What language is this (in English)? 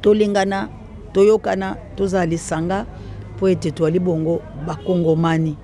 Lingala